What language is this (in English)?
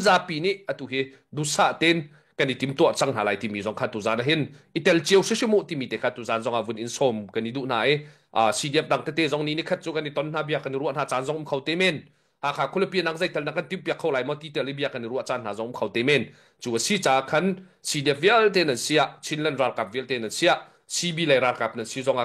Hakha Chin